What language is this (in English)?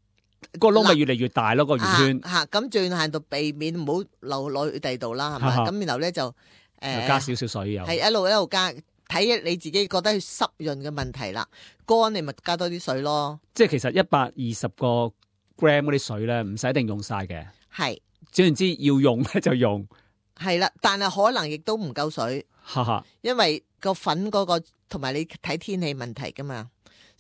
Cantonese